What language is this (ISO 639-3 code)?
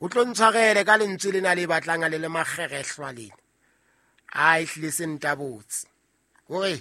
sot